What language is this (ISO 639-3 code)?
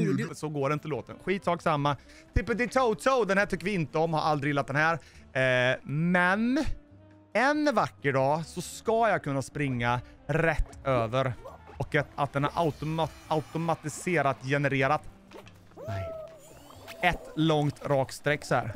swe